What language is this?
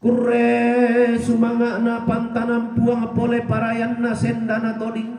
Toraja-Sa'dan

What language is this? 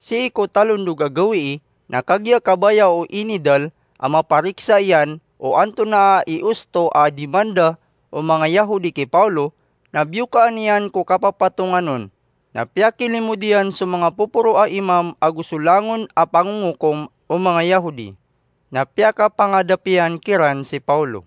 Maranao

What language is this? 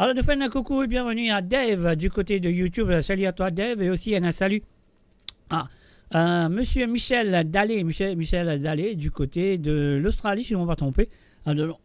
Morisyen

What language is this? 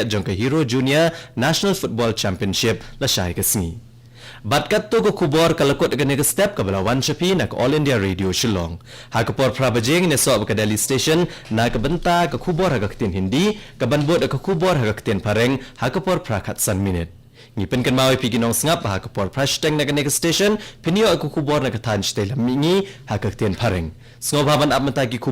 Khasi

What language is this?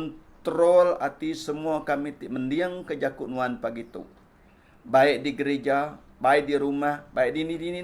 Iban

